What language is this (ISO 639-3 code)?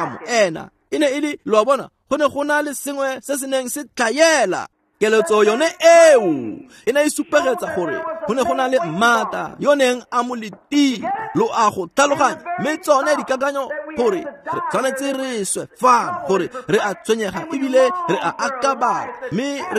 tsn